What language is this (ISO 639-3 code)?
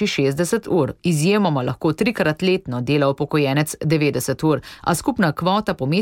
slv